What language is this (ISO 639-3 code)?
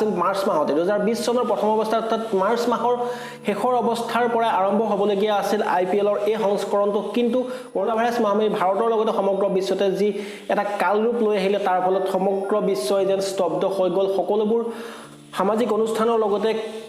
asm